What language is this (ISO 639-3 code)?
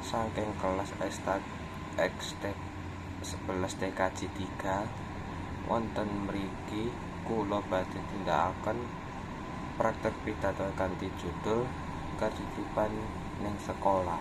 jav